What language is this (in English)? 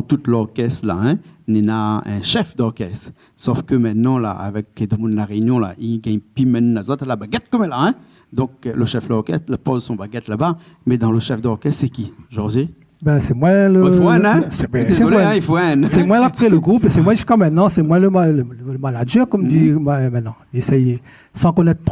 Réunion Creole French